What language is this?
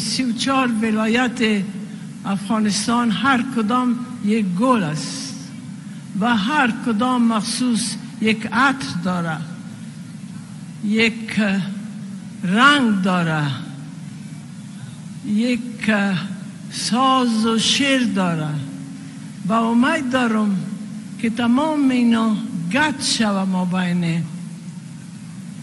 Persian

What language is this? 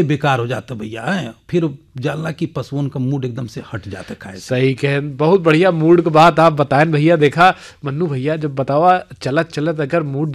Bhojpuri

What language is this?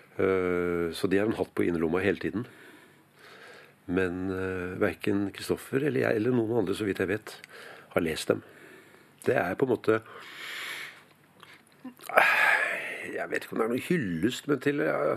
Norwegian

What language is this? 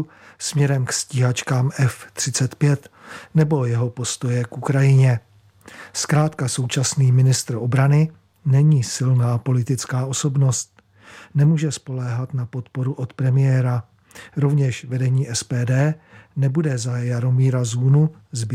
Czech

